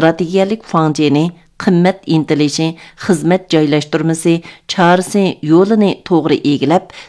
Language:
Uyghur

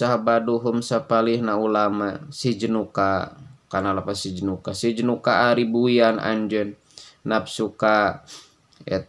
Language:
Sundanese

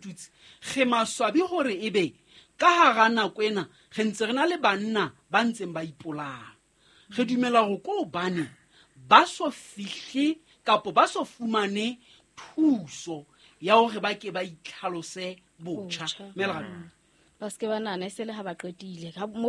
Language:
Southern Sotho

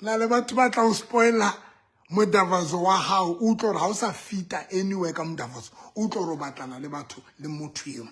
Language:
Southern Sotho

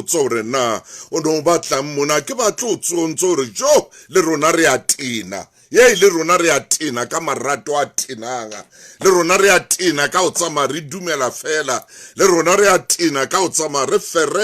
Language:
Southern Sotho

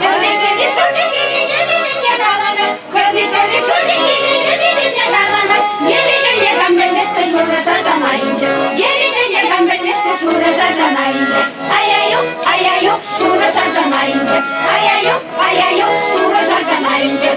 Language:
Chuvash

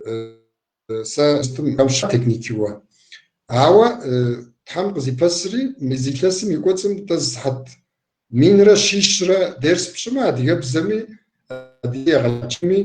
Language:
Kabardian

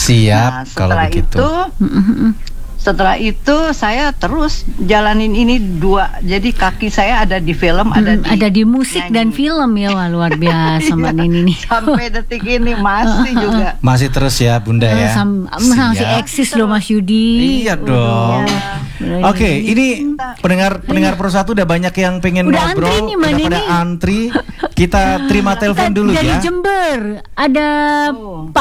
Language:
Indonesian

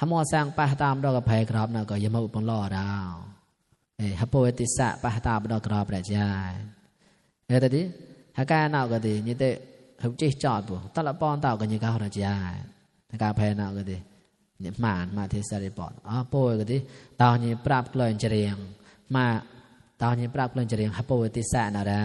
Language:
Mon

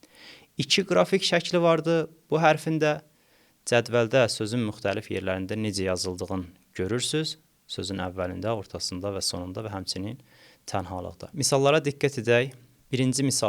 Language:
Azerbaijani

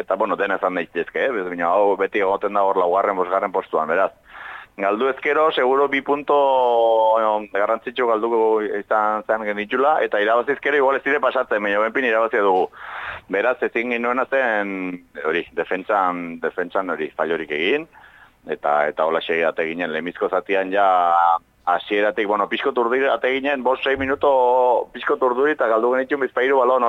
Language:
Basque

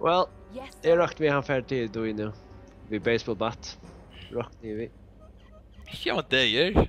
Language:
Faroese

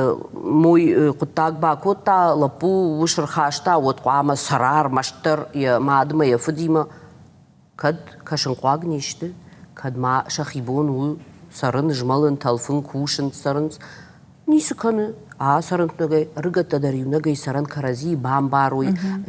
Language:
Ossetic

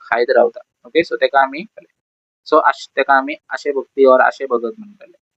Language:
Konkani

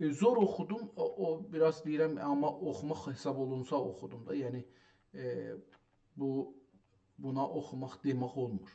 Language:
South Azerbaijani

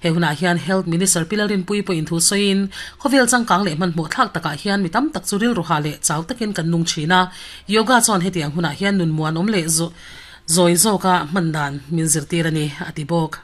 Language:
Mizo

